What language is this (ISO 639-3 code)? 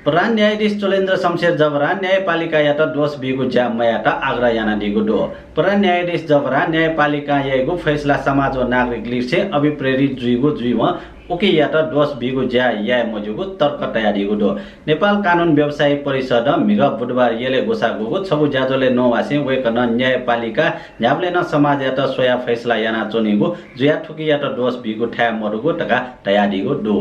new